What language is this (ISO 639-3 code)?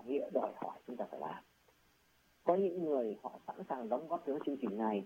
vie